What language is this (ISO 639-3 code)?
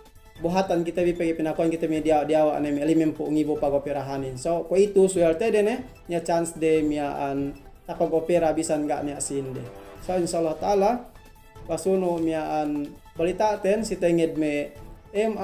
yka